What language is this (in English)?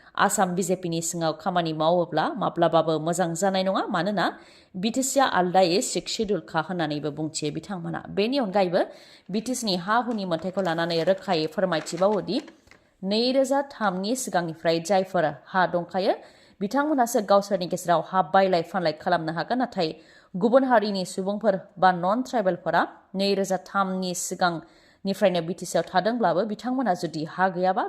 Bodo